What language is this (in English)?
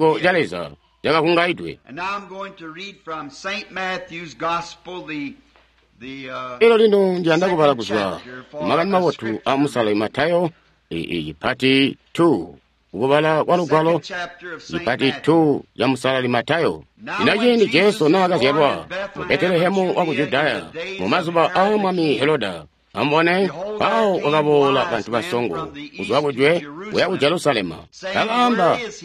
Tonga (Zambia)